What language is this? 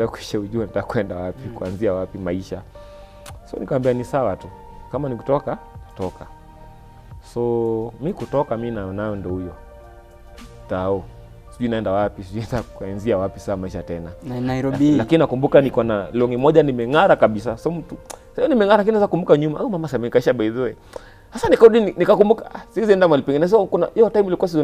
Swahili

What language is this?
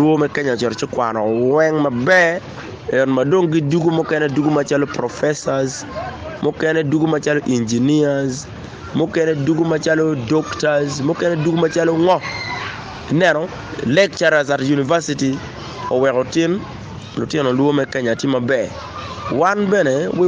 Acoli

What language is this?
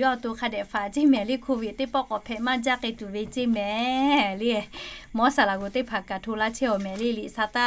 Lahu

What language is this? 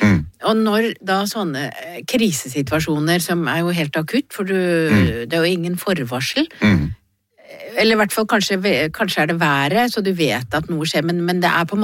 Norwegian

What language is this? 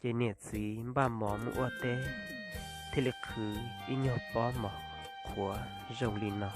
Hmong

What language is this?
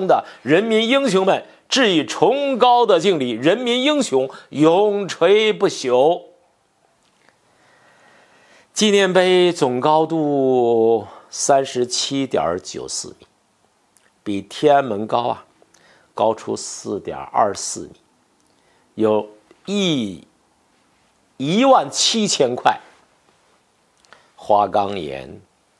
Chinese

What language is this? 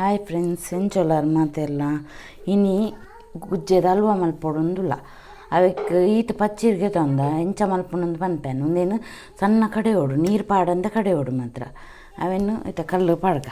Tulu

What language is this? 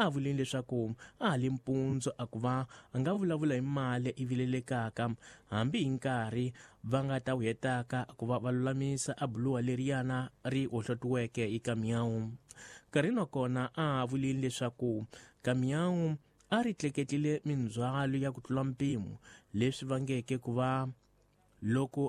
Tsonga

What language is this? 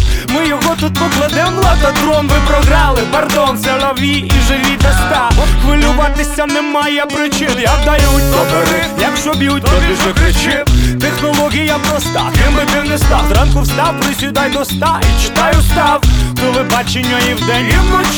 Ukrainian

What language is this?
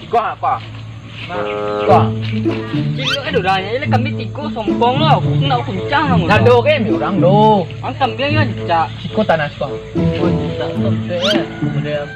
Minangkabau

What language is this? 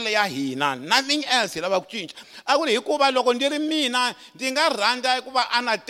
Tsonga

